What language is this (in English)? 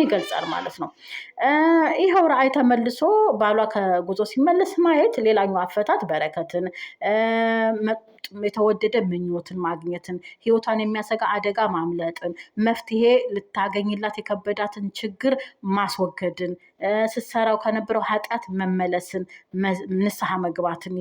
Amharic